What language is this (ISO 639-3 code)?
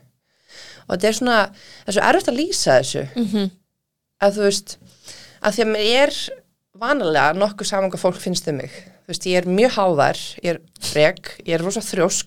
isl